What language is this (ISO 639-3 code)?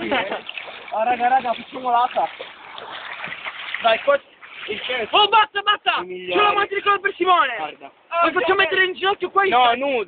ita